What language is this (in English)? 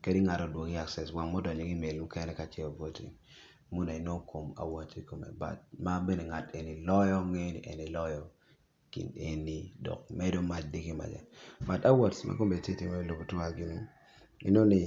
Acoli